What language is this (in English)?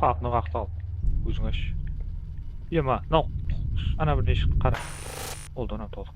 Kara-Kalpak